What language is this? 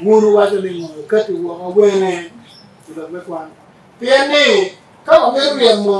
Acoli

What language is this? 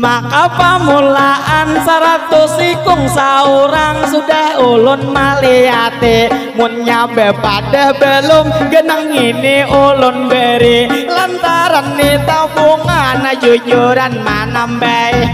Banjar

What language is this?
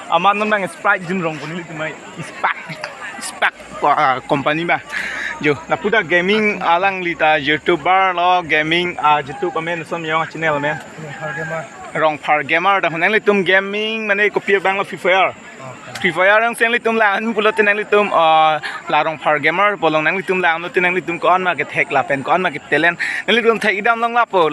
Karbi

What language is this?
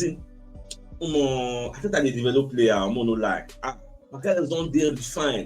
Nigerian Pidgin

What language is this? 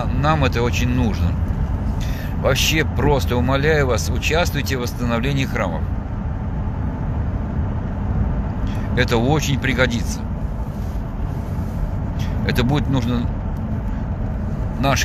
Russian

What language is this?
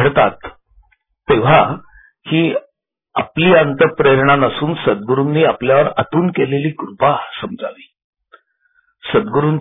Marathi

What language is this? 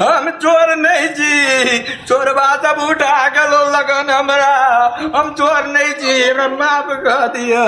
Maithili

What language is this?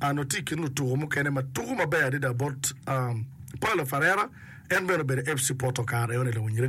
Acoli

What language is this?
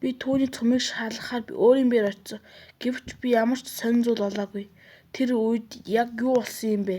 Mongolian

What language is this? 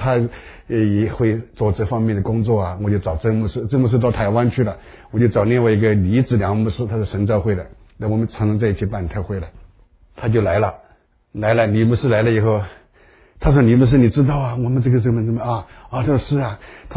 Chinese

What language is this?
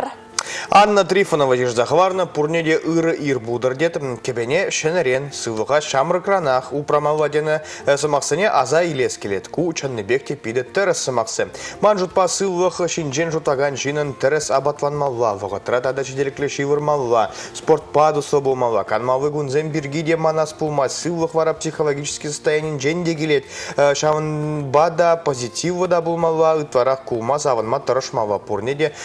Chuvash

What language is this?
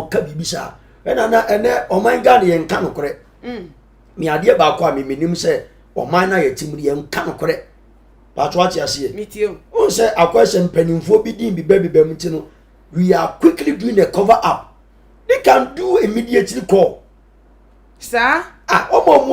Akan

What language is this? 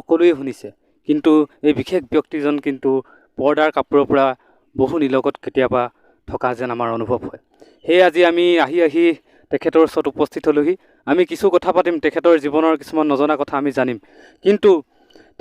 Assamese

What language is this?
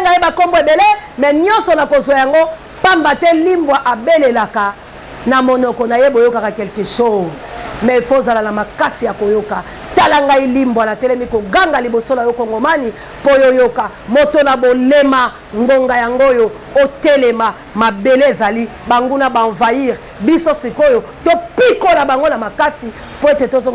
Lingala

